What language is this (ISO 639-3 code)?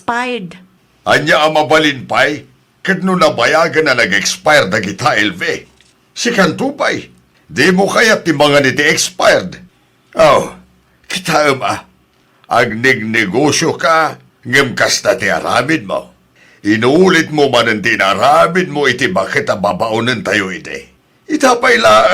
ilo